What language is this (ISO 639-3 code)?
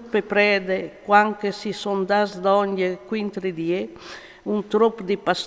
fur